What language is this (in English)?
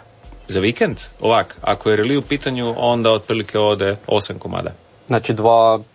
Croatian